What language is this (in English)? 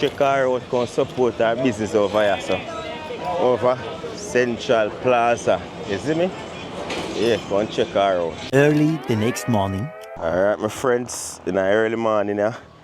Jamaican Creole English